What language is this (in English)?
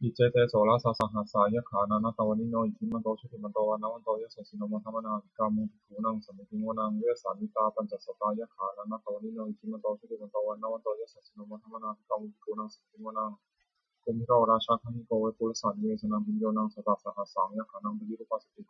Pali